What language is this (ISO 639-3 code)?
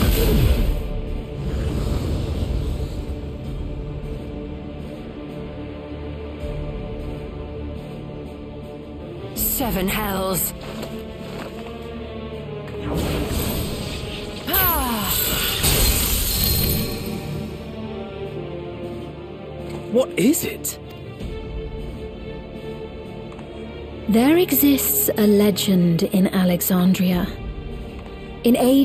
eng